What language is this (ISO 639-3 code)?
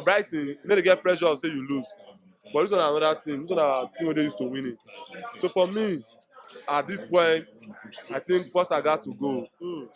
pcm